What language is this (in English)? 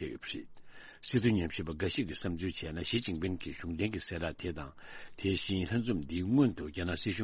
Tibetan